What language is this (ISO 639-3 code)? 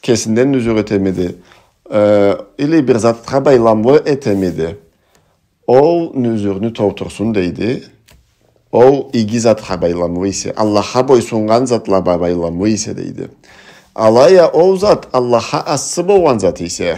krc